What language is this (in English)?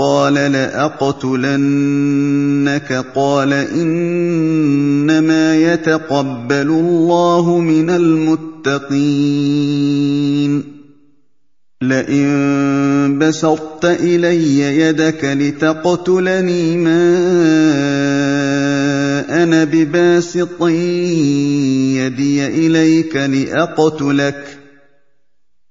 Arabic